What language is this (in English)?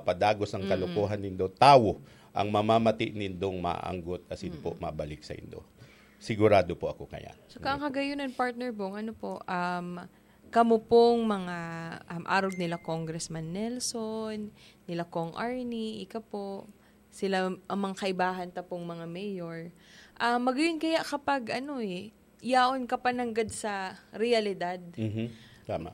Bikol